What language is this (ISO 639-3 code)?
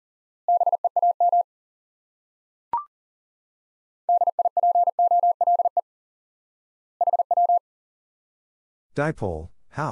eng